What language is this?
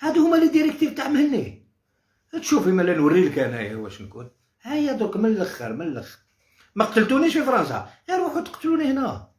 Algerian Arabic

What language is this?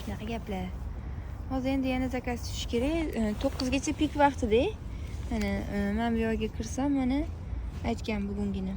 Uzbek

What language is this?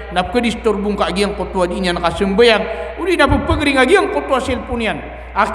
Maranao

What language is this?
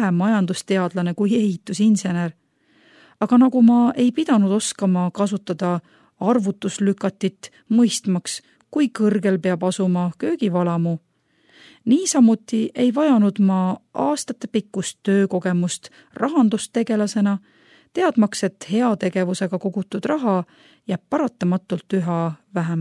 Estonian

